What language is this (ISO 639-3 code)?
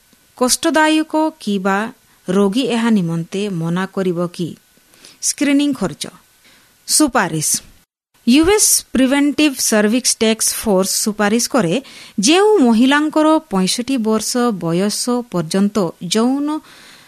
ori